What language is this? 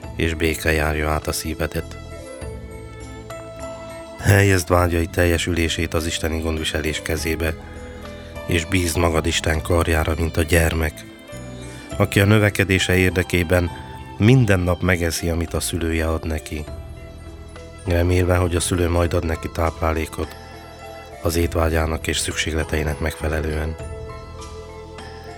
Hungarian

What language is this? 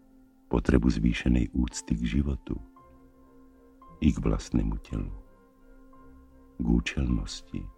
Slovak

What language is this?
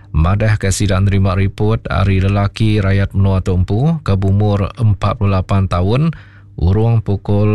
Iban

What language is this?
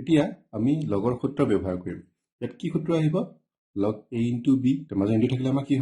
Assamese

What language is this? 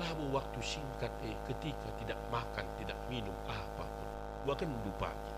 Batak Karo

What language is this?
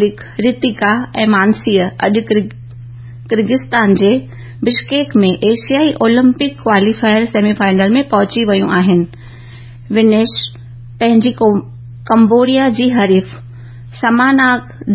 Sindhi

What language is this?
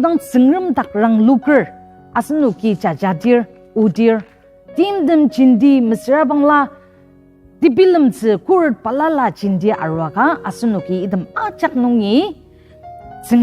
Ao Naga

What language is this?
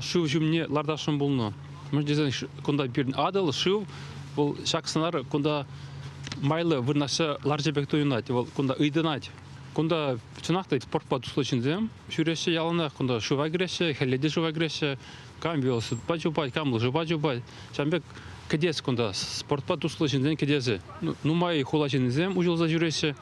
Chuvash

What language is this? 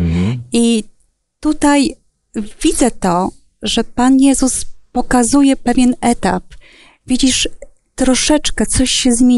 Polish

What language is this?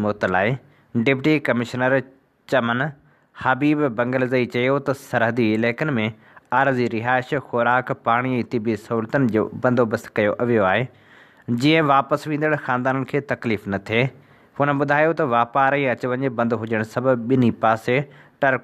Sindhi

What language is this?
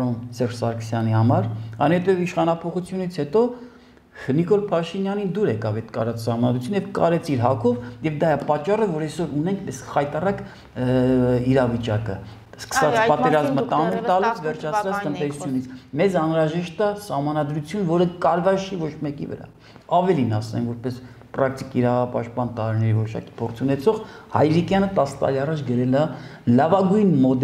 Armenian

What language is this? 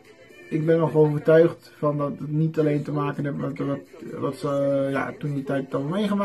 Dutch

